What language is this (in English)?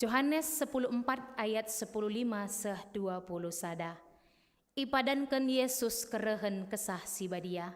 Batak Karo